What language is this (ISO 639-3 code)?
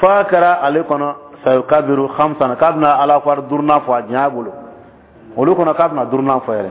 dyu